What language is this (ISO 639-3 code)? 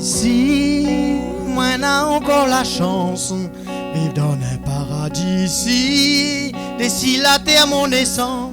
rcf